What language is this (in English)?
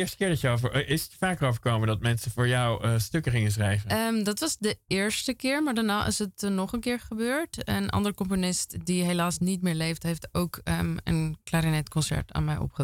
Dutch